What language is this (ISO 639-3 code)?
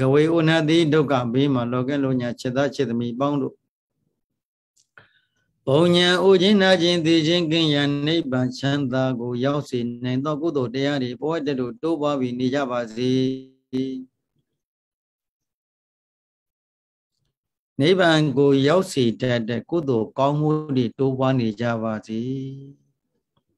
mya